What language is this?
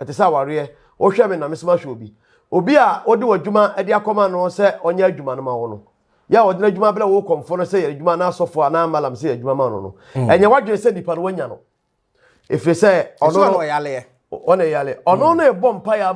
Akan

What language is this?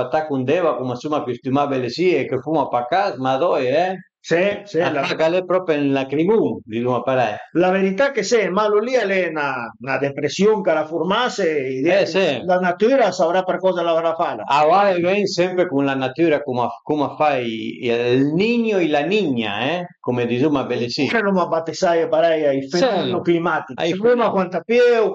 Piedmontese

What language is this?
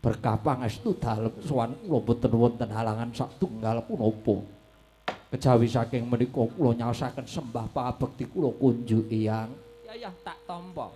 Javanese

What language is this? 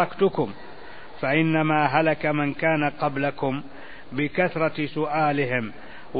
Arabic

